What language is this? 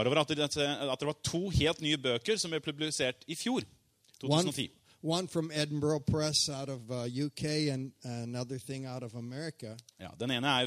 Norwegian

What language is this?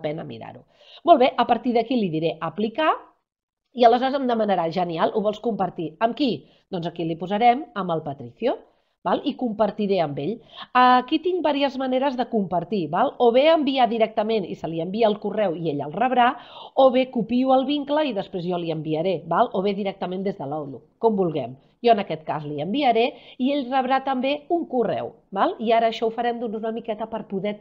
Catalan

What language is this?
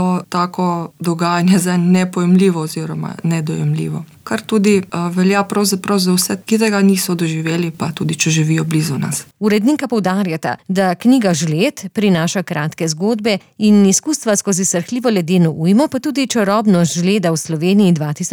Slovenian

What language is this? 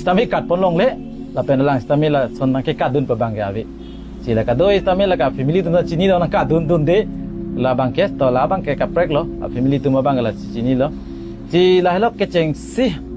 Karbi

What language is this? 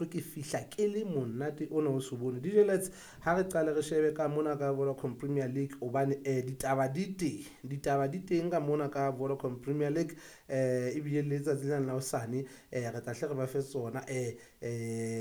Southern Sotho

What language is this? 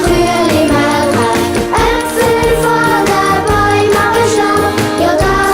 Swiss German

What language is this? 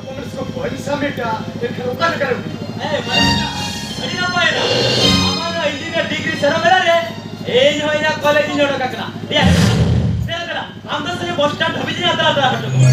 Santali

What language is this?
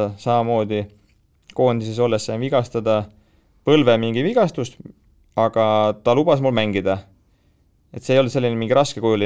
Estonian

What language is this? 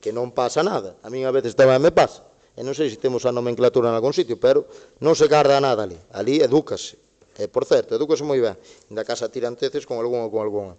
Galician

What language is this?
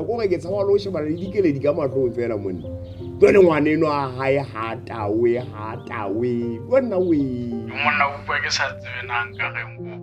Southern Sotho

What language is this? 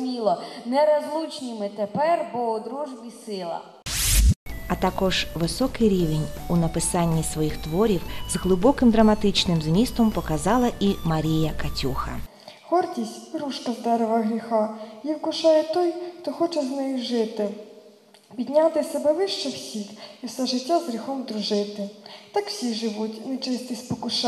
Ukrainian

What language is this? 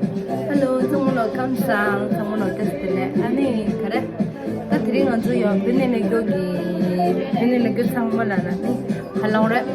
Tibetan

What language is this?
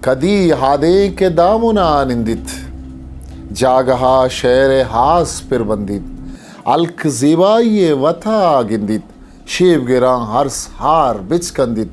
Eastern Balochi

